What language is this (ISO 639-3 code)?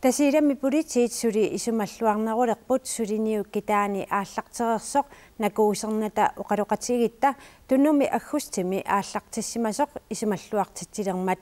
kal